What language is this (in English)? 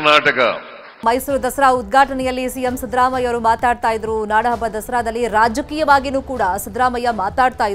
Kannada